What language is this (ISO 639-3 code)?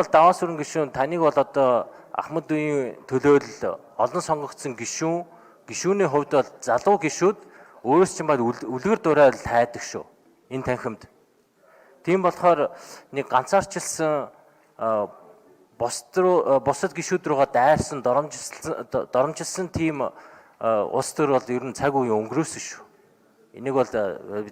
mon